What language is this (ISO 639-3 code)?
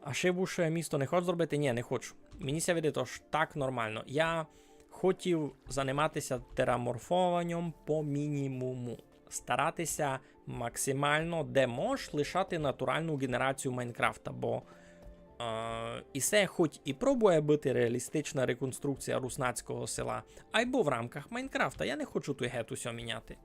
rue